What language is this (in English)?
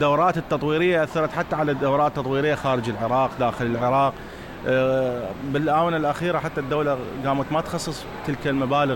Mesopotamian Arabic